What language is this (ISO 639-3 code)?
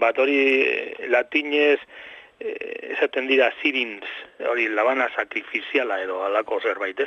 eus